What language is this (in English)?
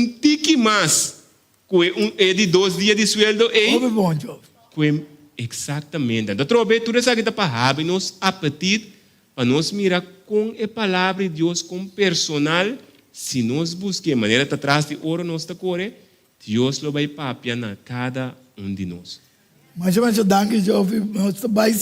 Papiamento